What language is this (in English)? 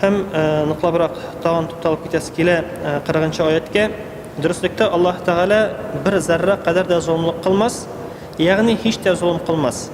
Tatar